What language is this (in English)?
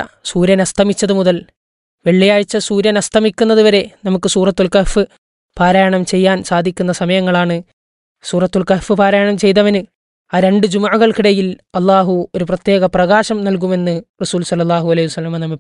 Malayalam